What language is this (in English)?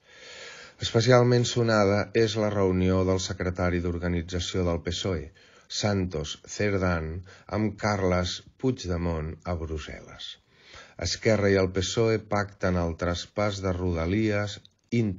Catalan